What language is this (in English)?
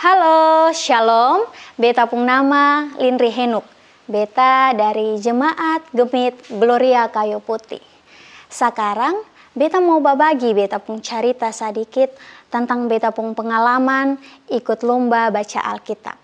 Kupang Malay